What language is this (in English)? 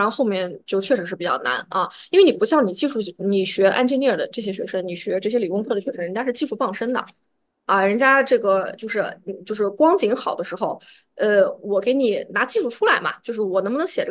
Chinese